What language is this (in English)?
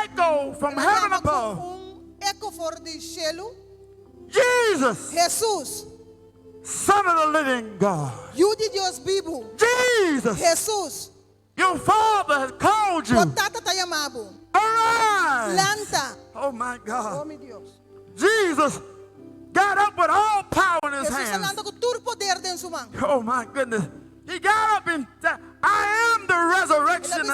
Papiamento